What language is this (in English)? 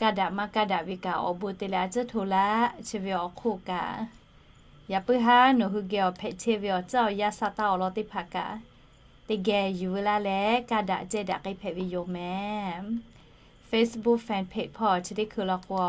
Lahu